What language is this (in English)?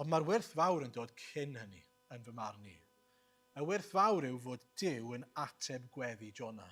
Welsh